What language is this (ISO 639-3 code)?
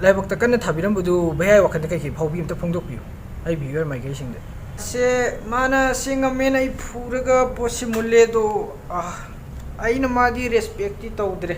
mni